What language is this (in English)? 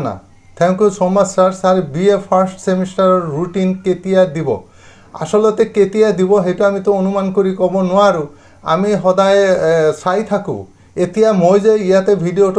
Assamese